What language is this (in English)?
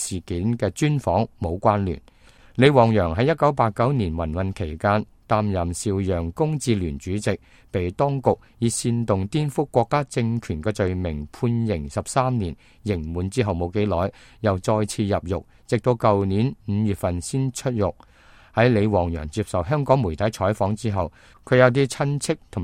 Cantonese